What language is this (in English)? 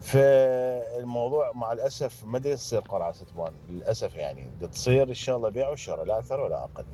Mesopotamian Arabic